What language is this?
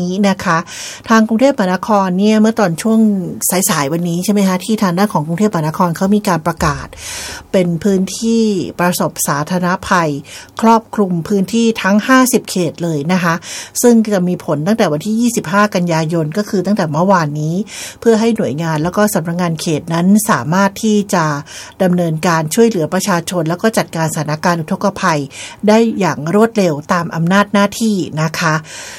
Thai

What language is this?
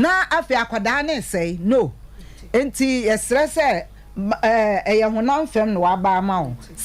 Akan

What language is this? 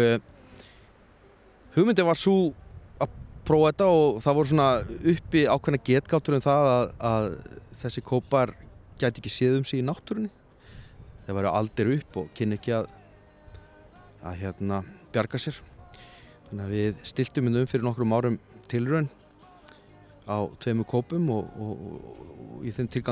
Icelandic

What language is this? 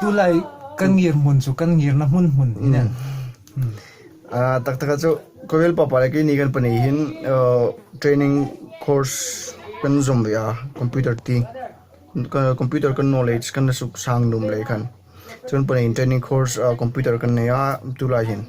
Hmar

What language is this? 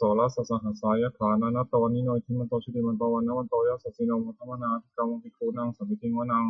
Pali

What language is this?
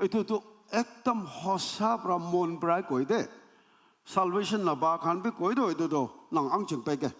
Naga Pidgin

